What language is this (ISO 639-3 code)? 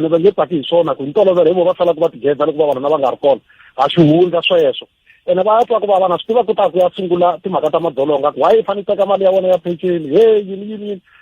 tso